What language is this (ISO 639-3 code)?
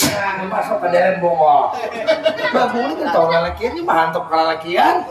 bjn